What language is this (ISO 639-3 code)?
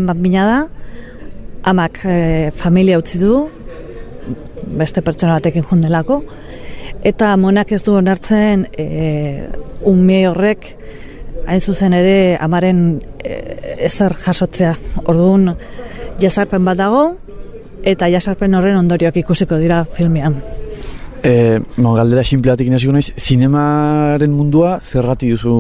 eus